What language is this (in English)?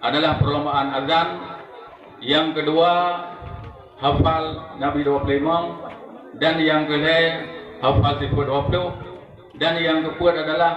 Achinese